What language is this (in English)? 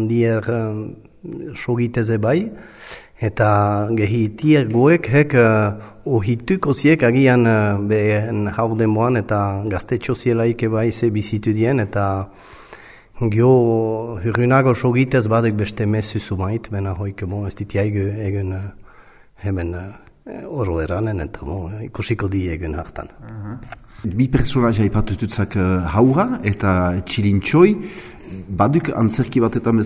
Basque